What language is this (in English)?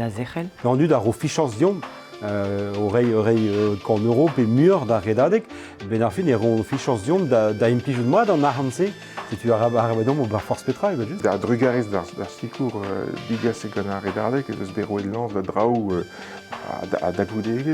Breton